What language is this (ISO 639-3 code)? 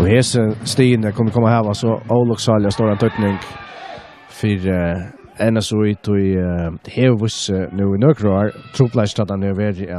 fao